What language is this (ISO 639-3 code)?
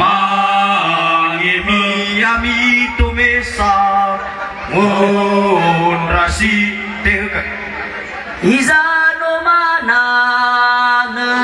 nia